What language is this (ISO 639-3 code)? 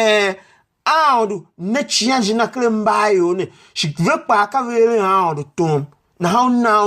tiv